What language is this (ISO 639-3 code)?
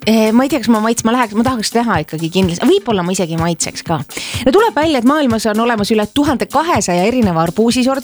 est